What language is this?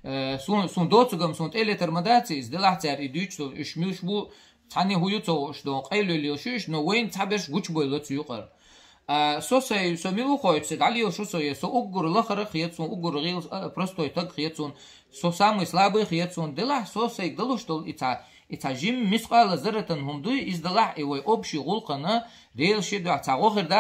Chechen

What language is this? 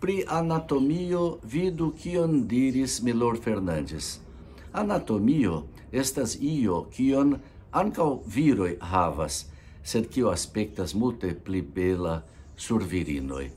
Esperanto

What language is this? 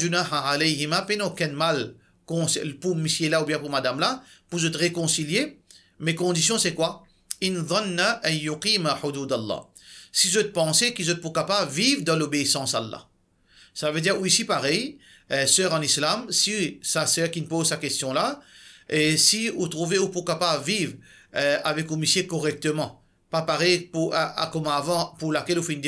Morisyen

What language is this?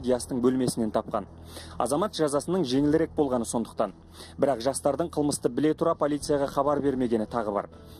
Kazakh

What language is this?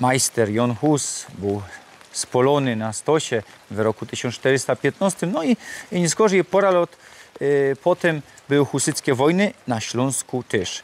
Silesian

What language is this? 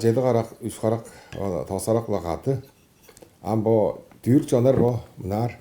Tuvinian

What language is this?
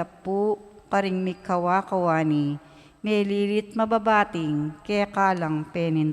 Pampanga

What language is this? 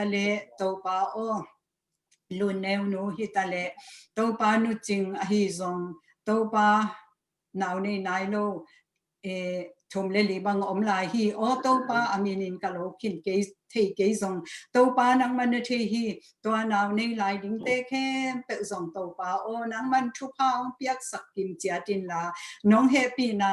Tedim Chin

